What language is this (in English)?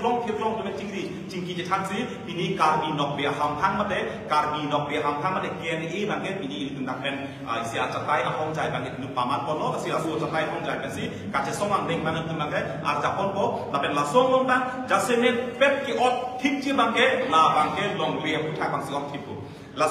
Karbi